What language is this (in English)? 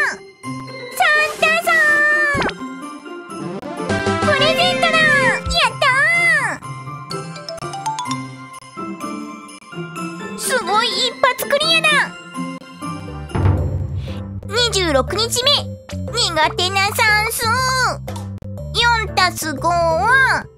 Japanese